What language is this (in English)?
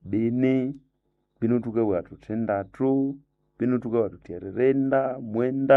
Nande